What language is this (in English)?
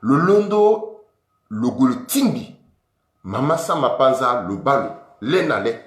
Sango